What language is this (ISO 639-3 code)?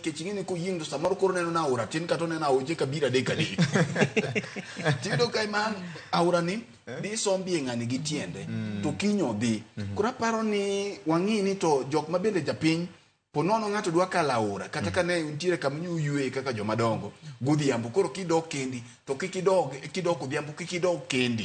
luo